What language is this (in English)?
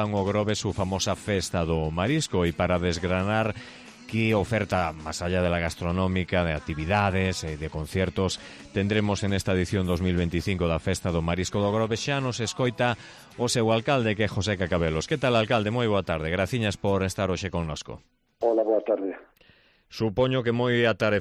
Galician